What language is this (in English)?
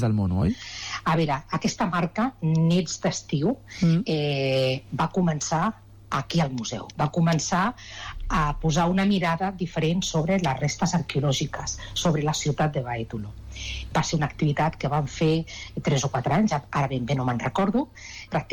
Catalan